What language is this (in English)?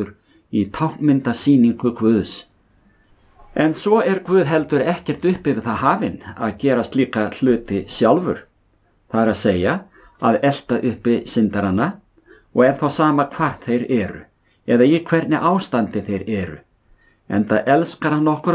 Icelandic